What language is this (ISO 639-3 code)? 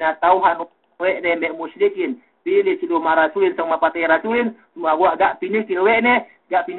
yka